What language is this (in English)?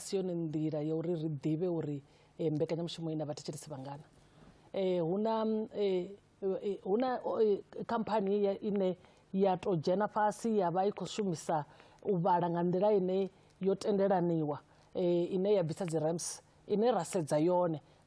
Venda